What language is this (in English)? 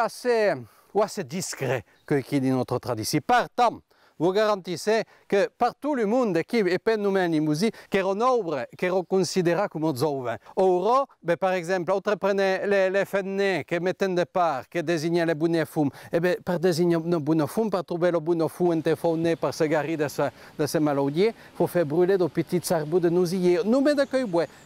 Occitan